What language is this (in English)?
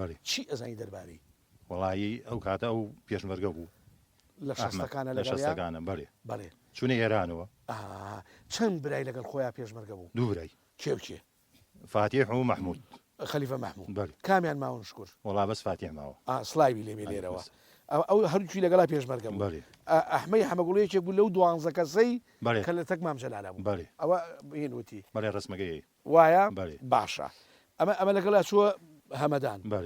Central Kurdish